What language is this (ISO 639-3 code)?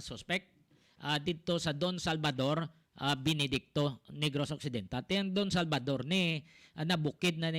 hil